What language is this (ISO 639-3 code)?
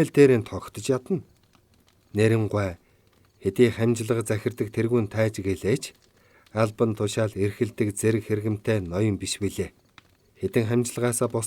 mon